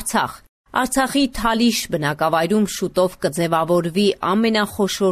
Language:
Armenian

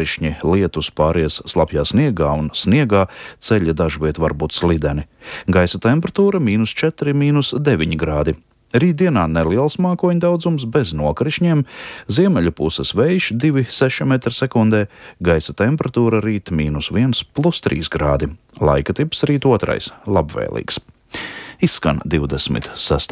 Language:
Latvian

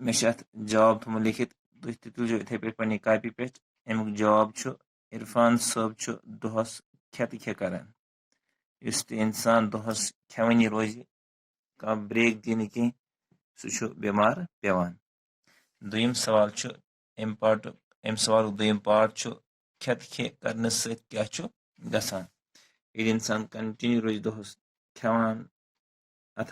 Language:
Kashmiri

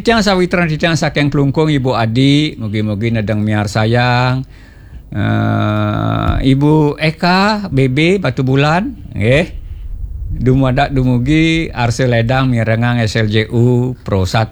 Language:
Balinese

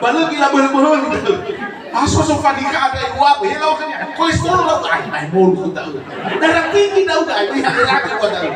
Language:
Nias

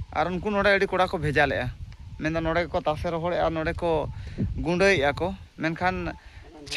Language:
Santali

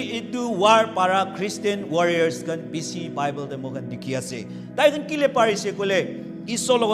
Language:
Naga Pidgin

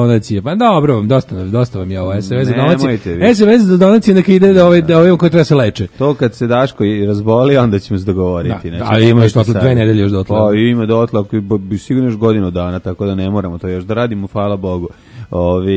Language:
Serbian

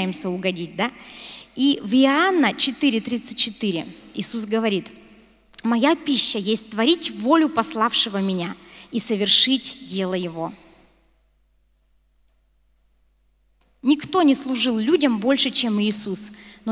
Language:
Russian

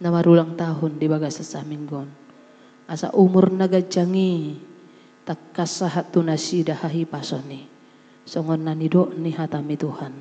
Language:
Batak Toba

